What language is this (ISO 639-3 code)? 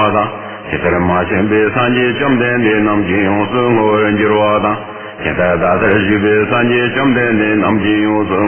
bod